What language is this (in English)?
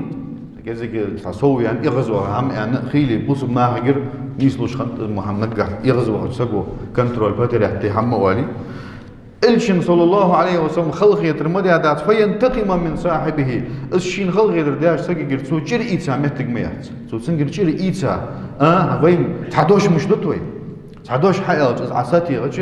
Ingush